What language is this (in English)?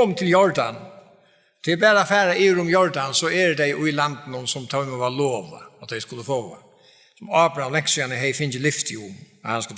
Faroese